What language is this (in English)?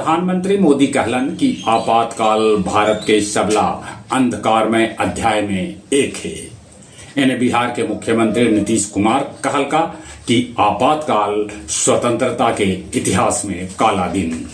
Magahi